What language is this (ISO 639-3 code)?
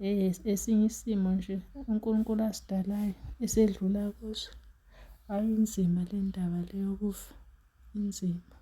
zul